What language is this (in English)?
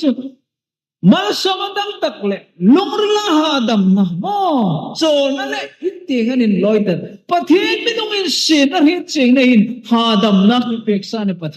Hmar